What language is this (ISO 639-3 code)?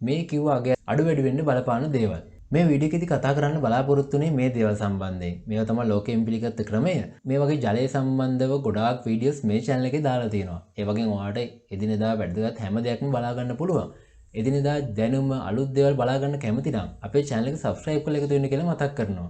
sin